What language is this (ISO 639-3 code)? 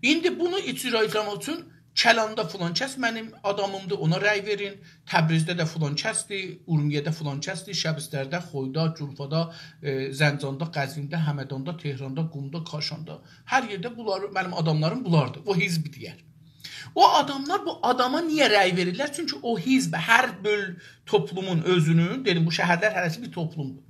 azb